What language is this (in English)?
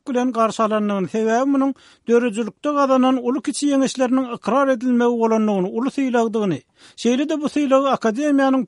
Turkmen